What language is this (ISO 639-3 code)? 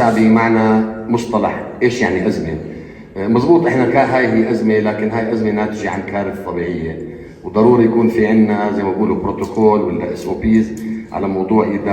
apc